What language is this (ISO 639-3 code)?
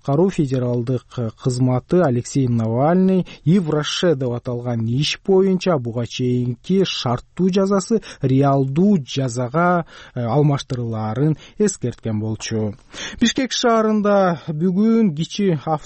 kir